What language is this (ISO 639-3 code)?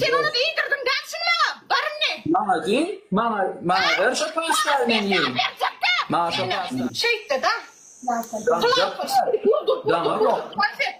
tuk